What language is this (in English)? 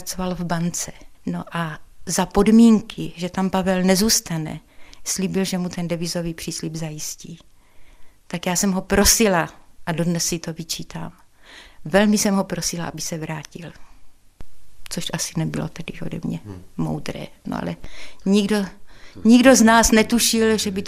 Czech